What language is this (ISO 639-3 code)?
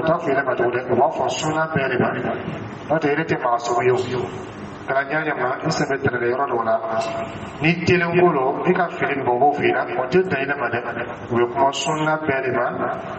dyu